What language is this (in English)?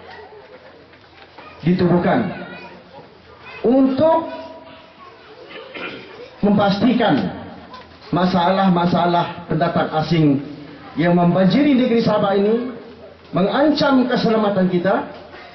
Malay